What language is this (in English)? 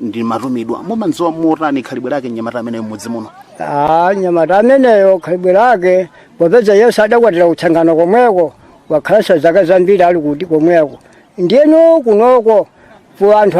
Nyanja